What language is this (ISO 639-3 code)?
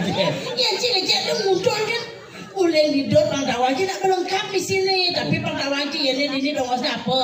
ban